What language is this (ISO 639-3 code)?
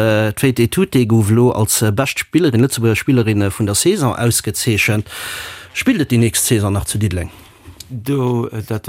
ltz